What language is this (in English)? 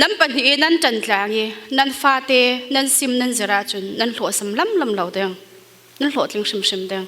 Falam Chin